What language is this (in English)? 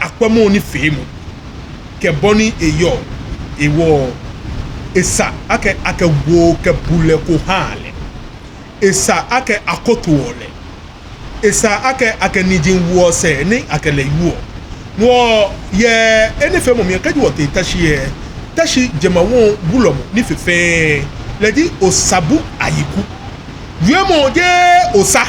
Ga